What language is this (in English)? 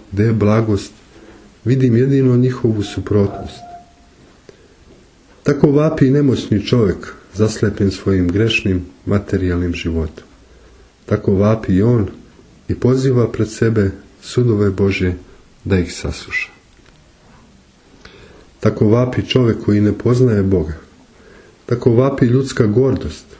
Serbian